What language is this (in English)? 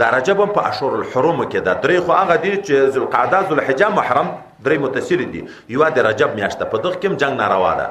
Pashto